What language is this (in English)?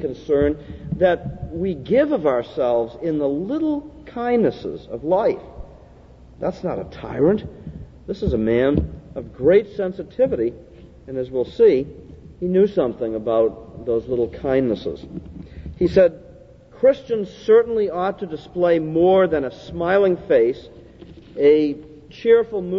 English